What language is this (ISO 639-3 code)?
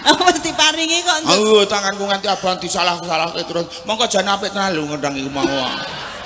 jav